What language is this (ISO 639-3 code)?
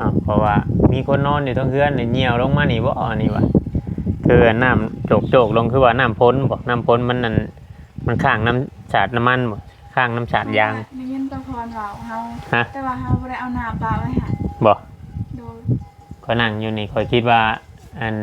tts